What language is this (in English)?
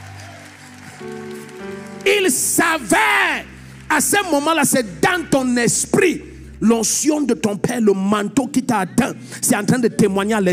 French